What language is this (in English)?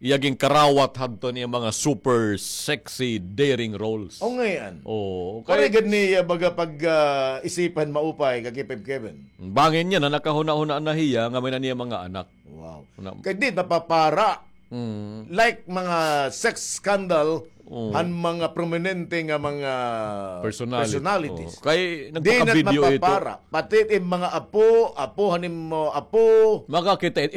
Waray